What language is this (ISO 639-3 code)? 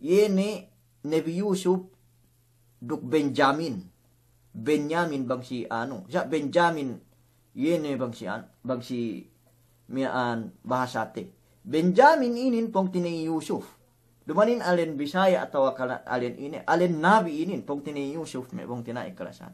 yka